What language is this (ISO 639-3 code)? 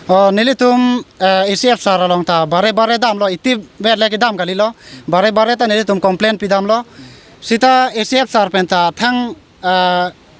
mjw